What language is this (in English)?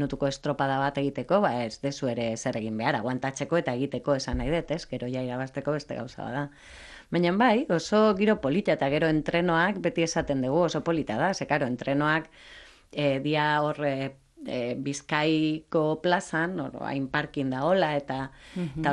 Basque